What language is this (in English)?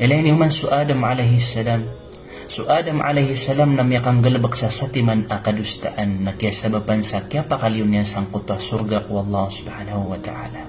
Maranao